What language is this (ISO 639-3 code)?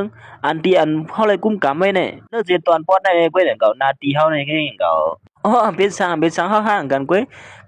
shn